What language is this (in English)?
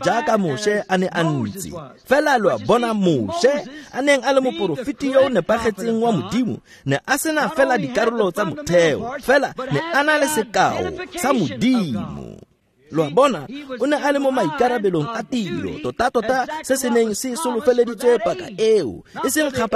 Tswana